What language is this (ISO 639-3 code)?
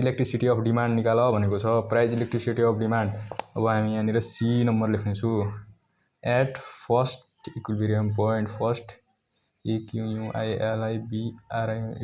nep